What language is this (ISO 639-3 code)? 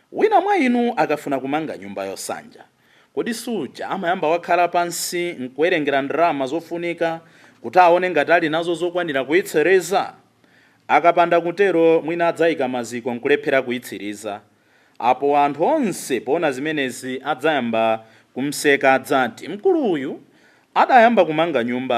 nya